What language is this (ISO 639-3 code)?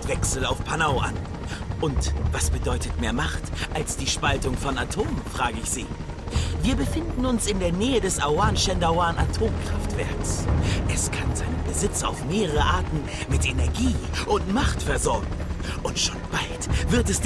bar